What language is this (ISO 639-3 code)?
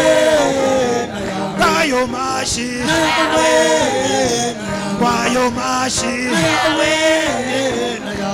kin